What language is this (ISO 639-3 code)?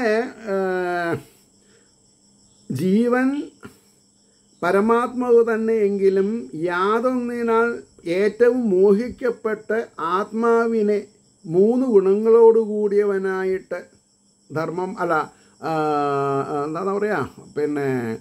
mal